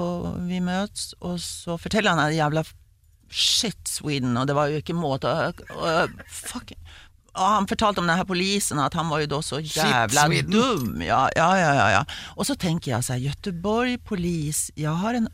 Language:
Norwegian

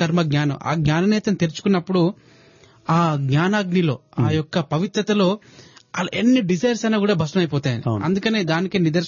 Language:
Telugu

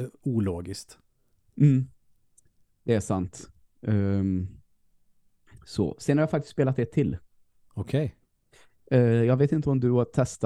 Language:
Swedish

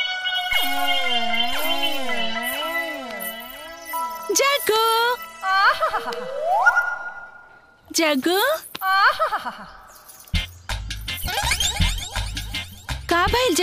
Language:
Bhojpuri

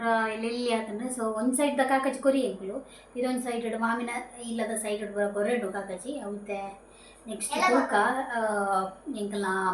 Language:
Tulu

